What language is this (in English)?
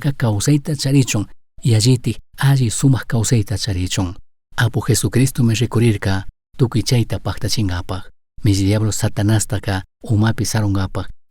Chimborazo Highland Quichua